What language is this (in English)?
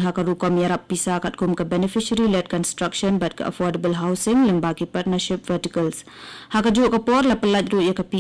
Khasi